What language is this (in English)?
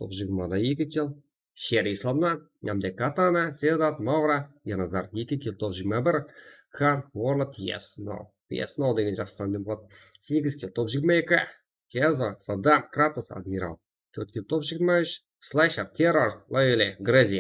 Kara-Kalpak